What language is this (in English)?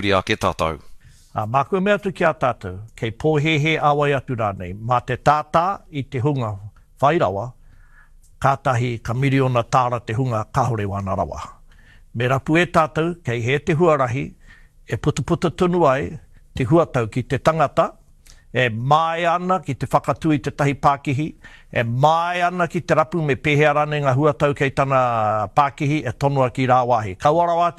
Māori